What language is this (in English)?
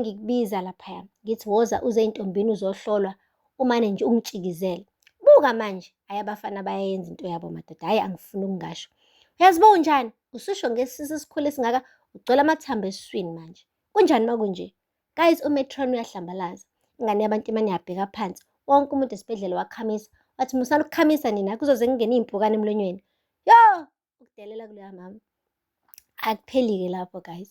Zulu